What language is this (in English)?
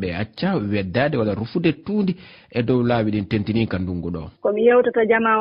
Fula